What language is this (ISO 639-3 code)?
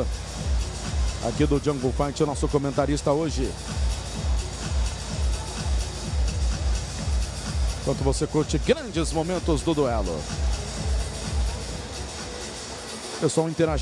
por